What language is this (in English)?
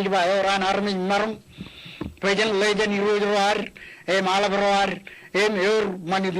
Marshallese